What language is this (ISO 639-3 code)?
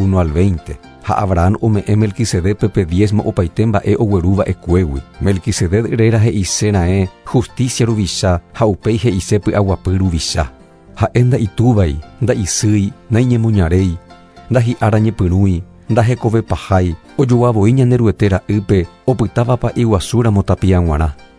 grn